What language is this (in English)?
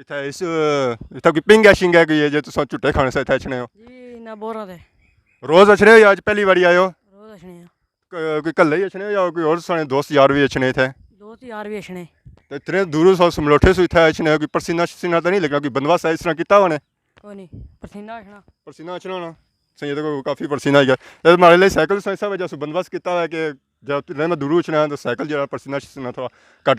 Pahari-Potwari